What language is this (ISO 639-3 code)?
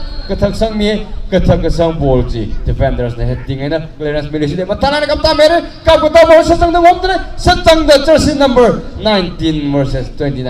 nmf